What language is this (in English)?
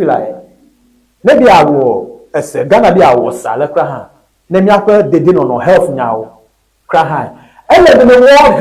Ewe